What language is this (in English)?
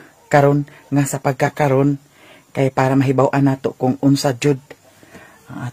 Cebuano